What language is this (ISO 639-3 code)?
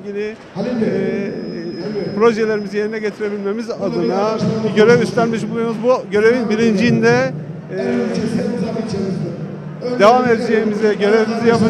tur